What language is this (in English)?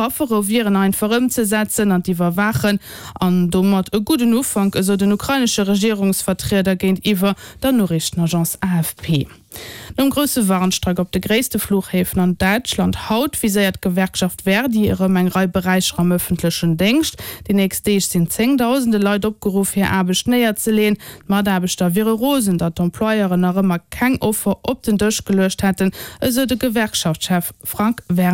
Luxembourgish